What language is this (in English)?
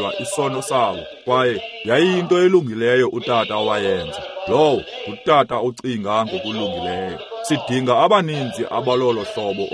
Xhosa